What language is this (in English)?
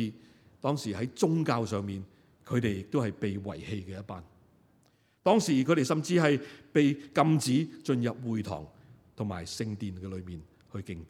Cantonese